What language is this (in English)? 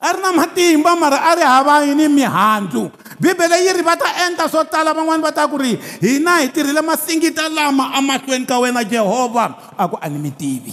Tsonga